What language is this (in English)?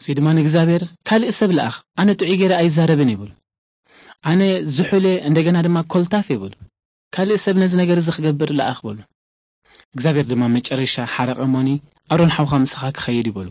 Tigrinya